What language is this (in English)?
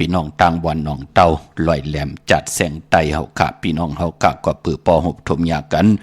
Shan